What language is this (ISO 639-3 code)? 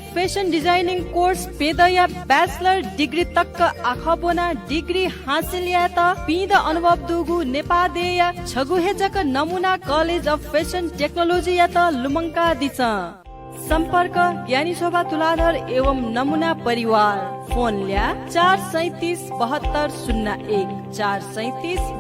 new